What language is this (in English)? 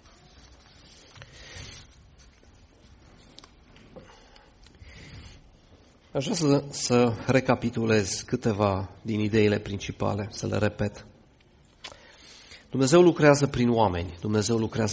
Romanian